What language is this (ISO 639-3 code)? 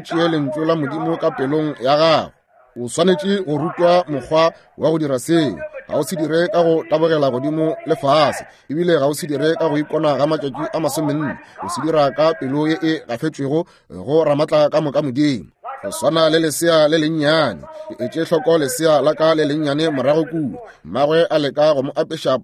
nso